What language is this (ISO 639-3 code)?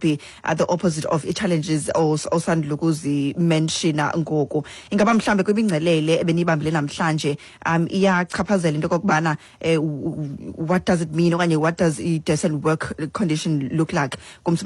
xho